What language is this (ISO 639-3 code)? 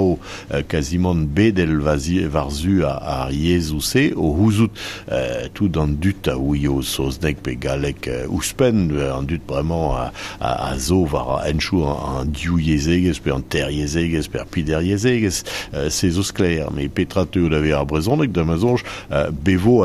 bre